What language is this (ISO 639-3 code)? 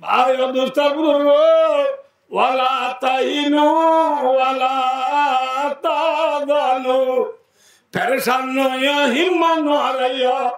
rhg